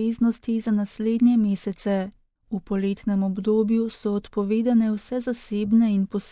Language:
Slovenian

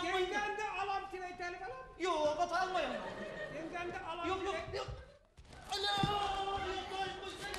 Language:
Bashkir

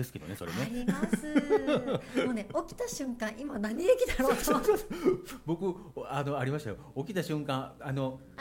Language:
Japanese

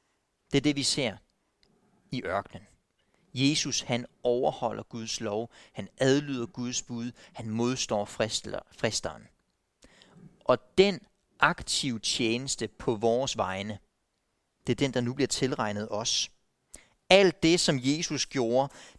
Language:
Danish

